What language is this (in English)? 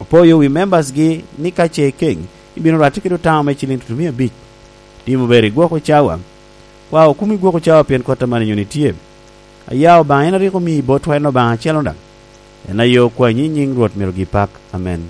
Lango (Uganda)